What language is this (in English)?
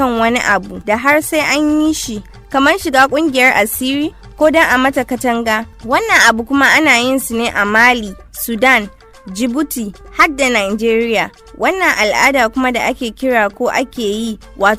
Hausa